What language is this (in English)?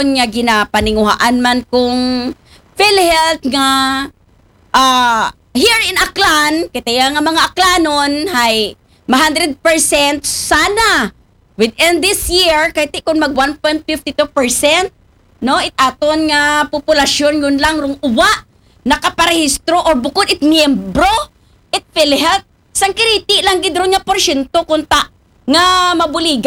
Aklanon